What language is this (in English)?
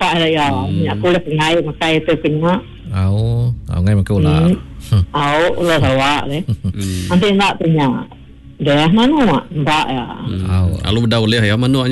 Iban